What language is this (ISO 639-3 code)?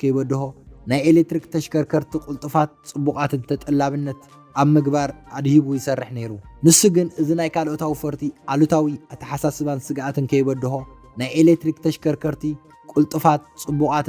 tir